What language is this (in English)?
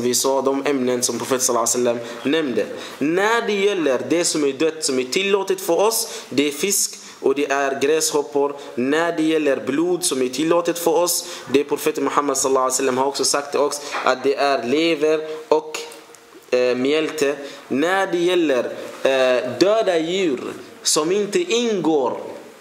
Swedish